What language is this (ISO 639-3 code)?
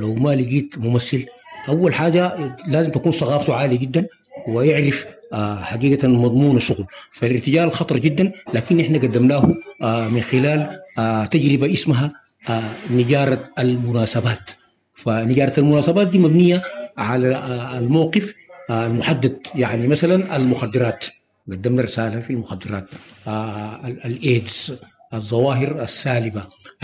apd